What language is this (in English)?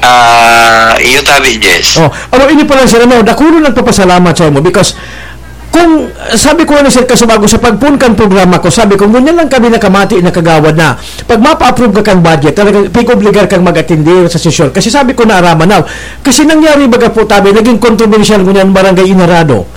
Bikol